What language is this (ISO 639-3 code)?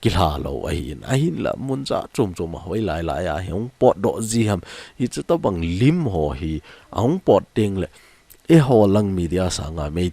tcz